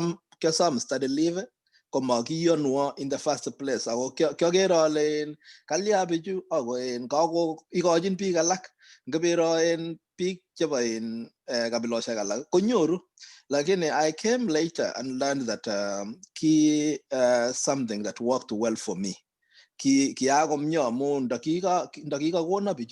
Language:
Kalenjin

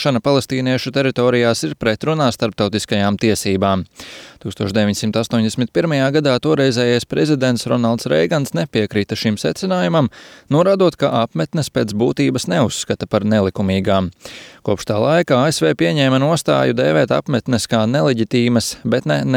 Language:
Latvian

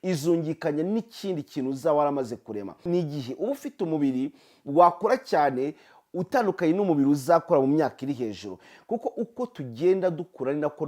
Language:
Kinyarwanda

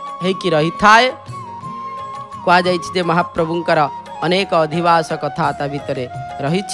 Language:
Odia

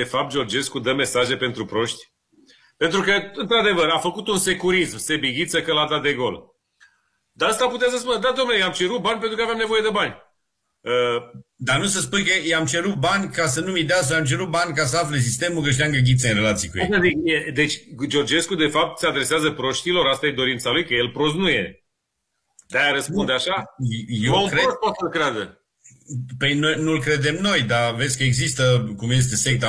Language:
Romanian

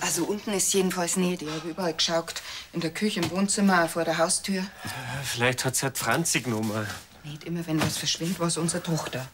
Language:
Bavarian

